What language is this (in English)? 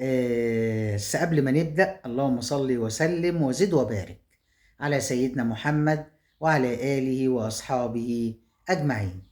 Egyptian Arabic